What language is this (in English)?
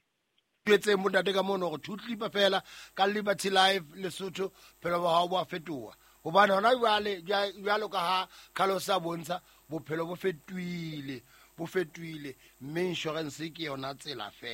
Southern Sotho